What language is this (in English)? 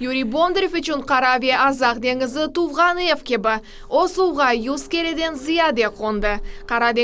Crimean Tatar